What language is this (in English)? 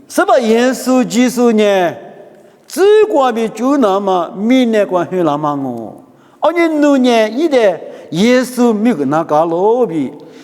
Lisu